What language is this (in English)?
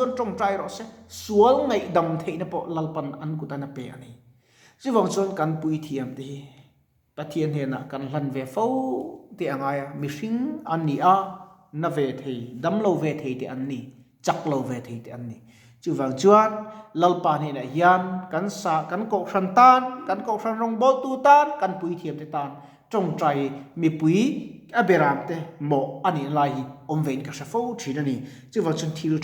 Mizo